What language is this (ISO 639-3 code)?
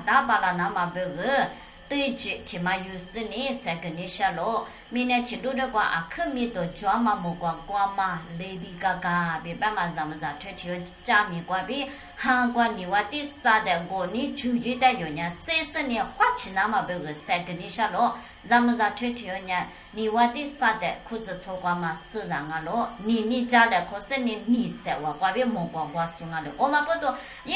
lis